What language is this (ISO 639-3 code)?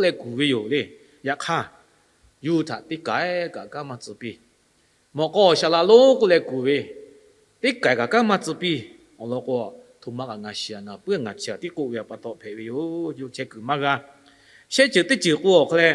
lhu